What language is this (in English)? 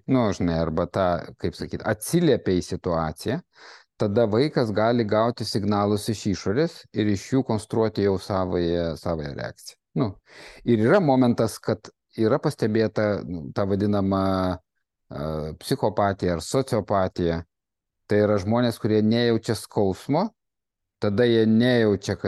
Lithuanian